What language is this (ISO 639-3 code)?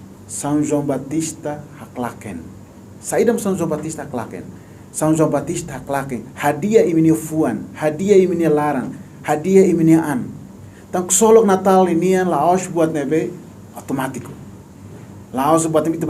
tet